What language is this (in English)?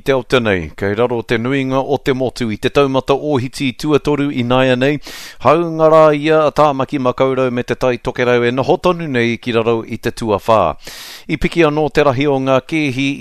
Māori